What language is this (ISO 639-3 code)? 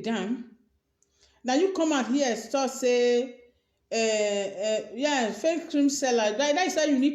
pcm